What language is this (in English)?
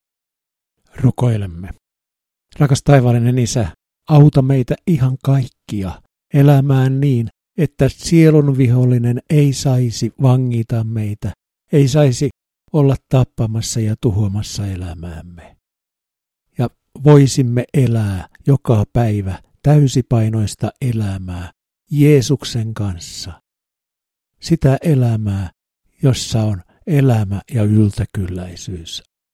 Finnish